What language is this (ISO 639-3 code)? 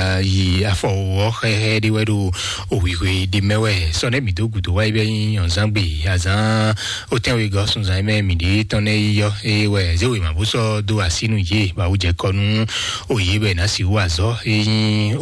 fon